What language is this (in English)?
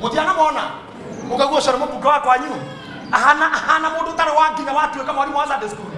Kikuyu